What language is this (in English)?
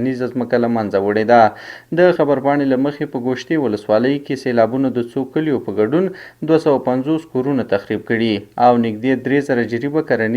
Pashto